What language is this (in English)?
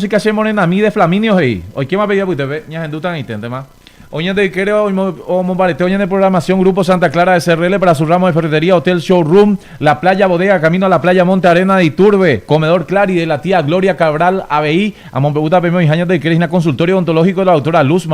Guarani